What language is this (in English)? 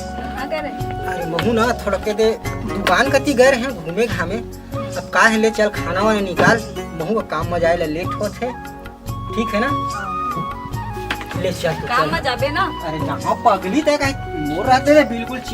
Chhattisgarhi